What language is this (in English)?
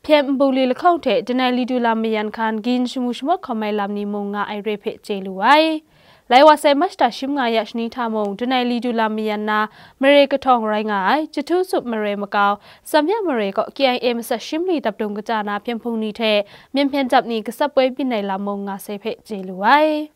Kachin